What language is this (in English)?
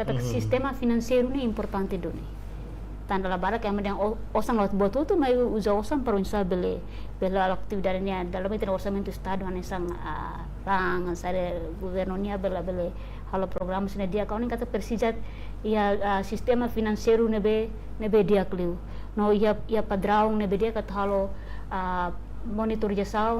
Tetum